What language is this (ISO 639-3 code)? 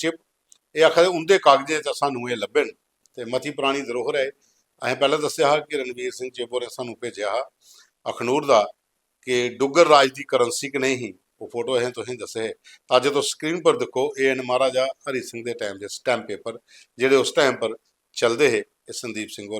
doi